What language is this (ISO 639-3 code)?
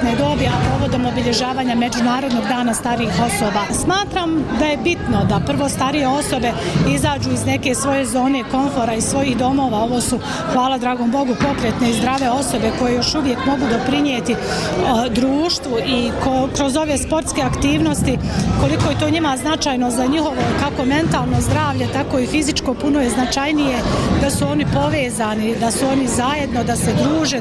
bos